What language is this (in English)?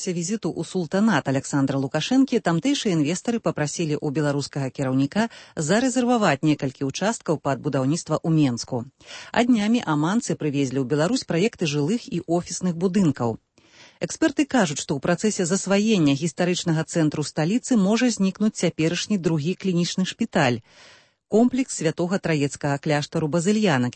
Belarusian